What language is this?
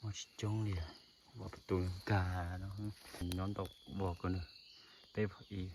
Hmong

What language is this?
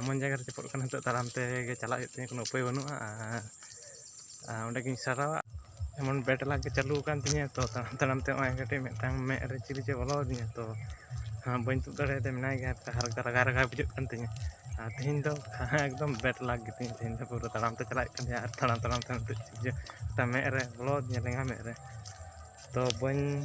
Santali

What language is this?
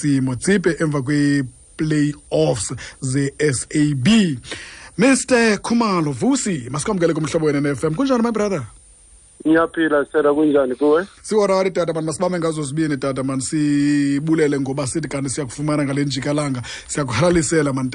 Xhosa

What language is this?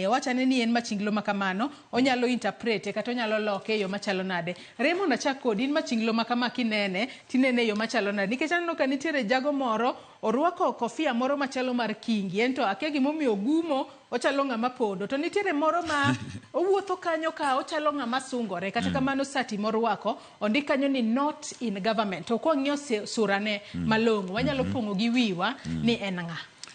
Luo (Kenya and Tanzania)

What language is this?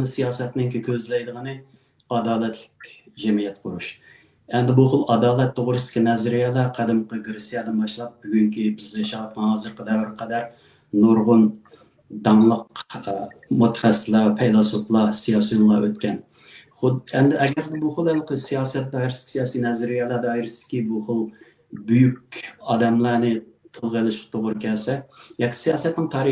Uyghur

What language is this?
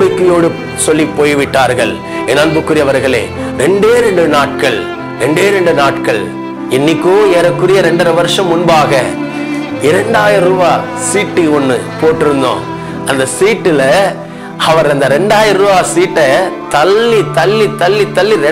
Tamil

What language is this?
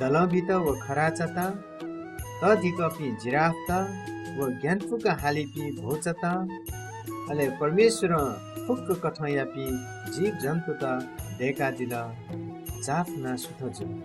Newari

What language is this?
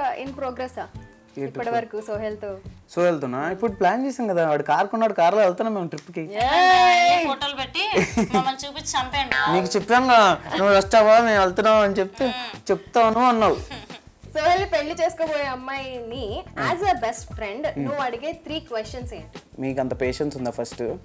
Telugu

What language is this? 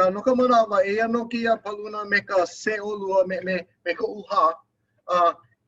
Hawaiian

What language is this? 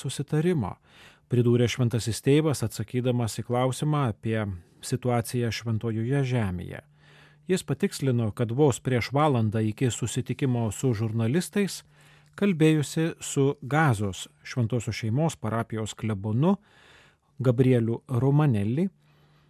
Lithuanian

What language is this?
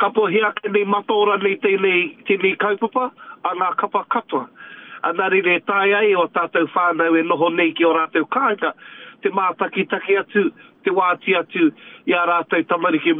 Māori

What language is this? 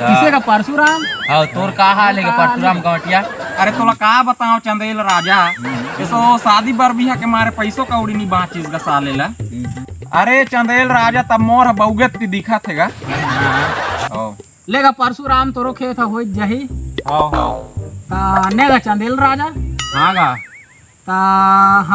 Chhattisgarhi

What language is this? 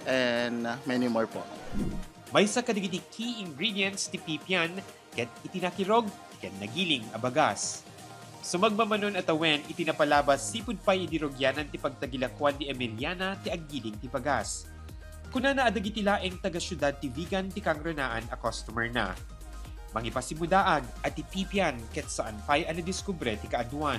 Iloko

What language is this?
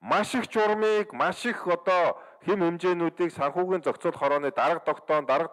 Mongolian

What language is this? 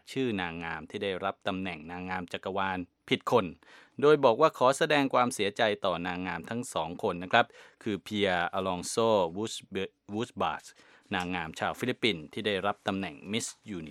Thai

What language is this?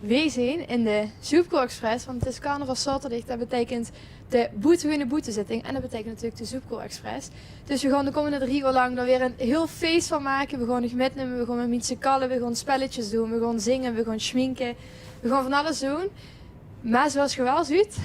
Limburgish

